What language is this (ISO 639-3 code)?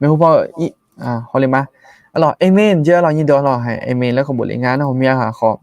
ahk